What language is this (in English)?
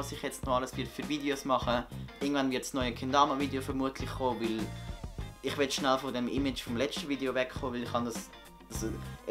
Swiss German